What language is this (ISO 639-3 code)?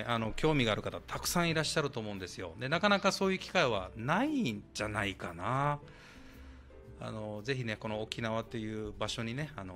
jpn